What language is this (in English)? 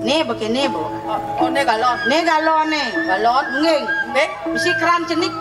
Balinese